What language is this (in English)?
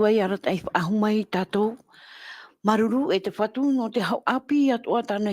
Tahitian